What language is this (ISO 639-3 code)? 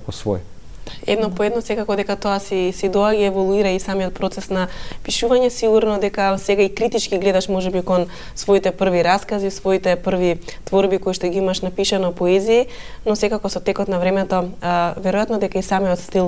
mkd